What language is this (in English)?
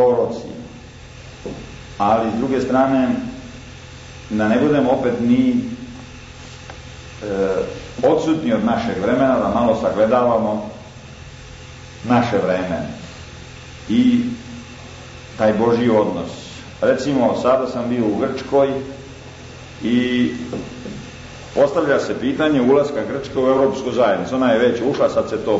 Serbian